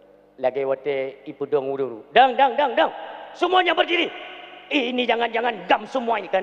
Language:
Achinese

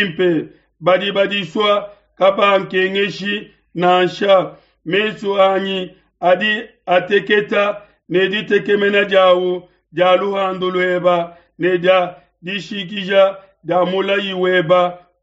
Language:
Luba-Lulua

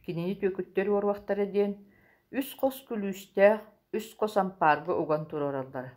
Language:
Yakut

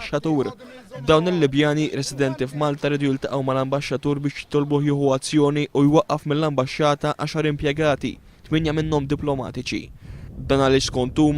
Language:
Maltese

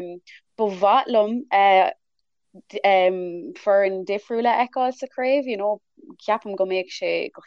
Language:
Irish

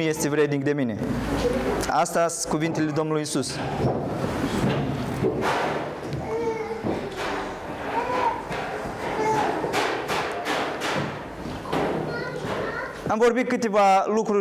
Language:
Romanian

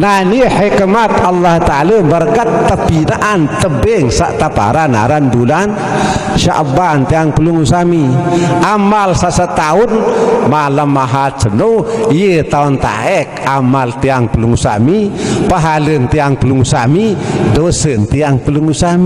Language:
Sasak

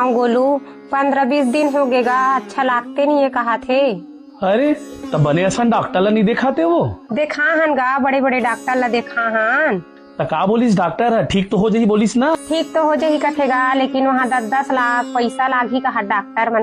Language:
Chhattisgarhi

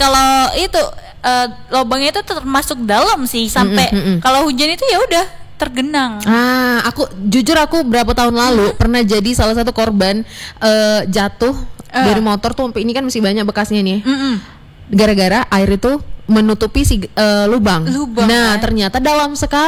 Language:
Indonesian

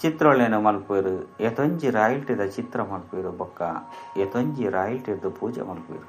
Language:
Tulu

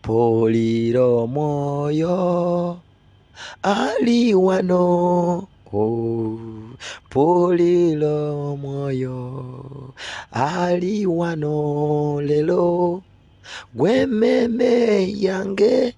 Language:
Ganda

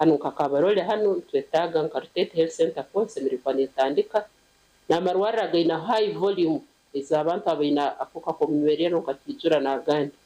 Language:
Nyankole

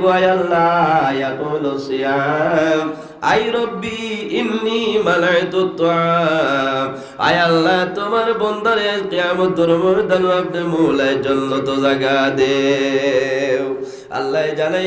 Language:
Sylheti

